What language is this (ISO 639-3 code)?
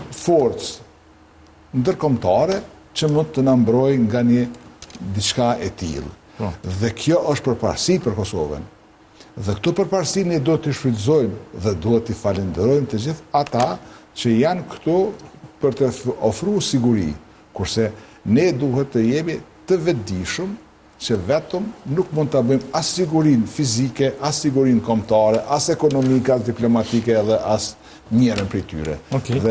sqi